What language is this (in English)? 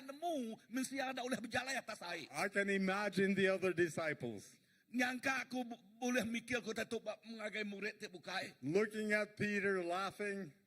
Iban